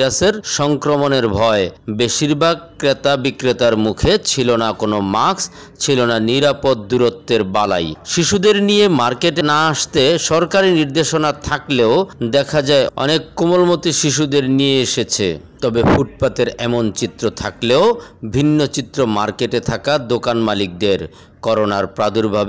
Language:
Bangla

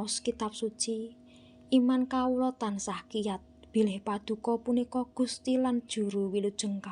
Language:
Javanese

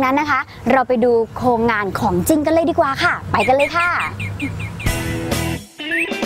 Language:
Thai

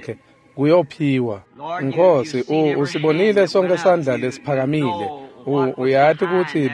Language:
Swati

